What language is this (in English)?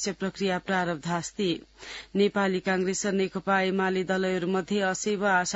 Sanskrit